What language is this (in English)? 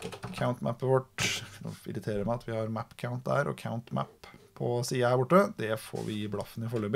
Norwegian